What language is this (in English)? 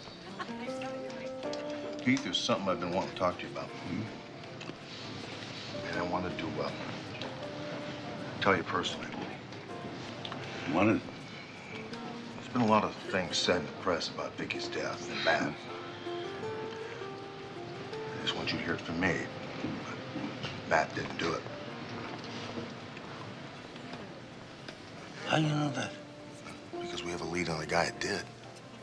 English